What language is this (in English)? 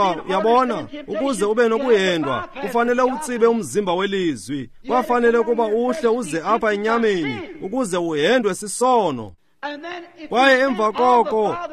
Xhosa